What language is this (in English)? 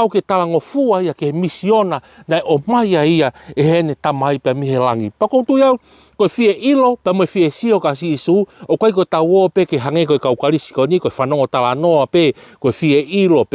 Tongan